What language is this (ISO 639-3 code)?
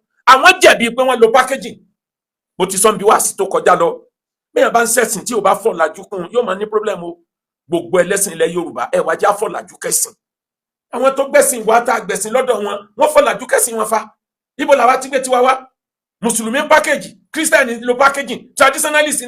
yor